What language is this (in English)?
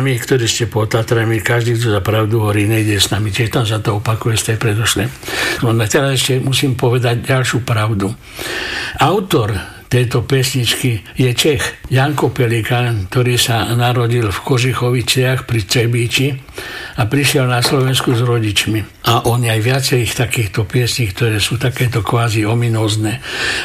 Slovak